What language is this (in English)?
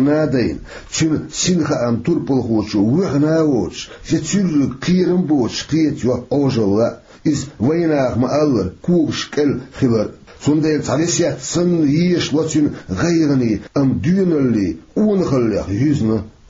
Chechen